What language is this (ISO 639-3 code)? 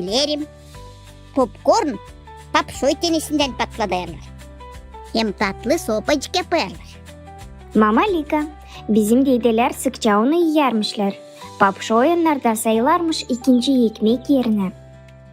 gag